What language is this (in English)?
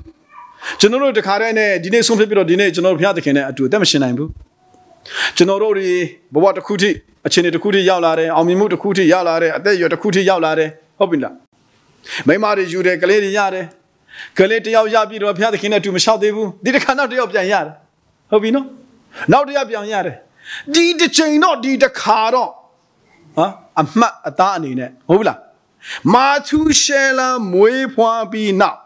Burmese